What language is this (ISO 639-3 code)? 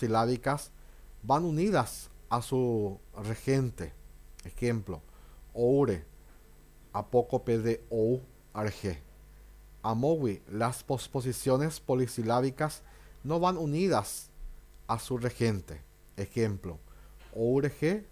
grn